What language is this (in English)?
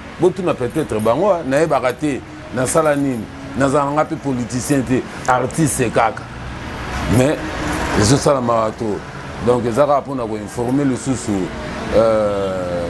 Lingala